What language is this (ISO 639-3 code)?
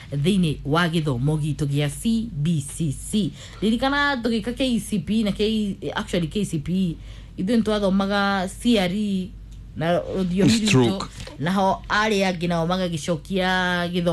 kik